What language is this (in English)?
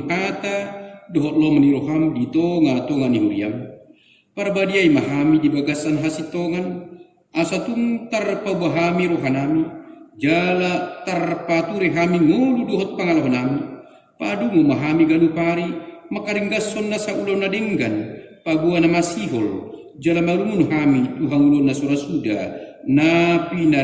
Batak Toba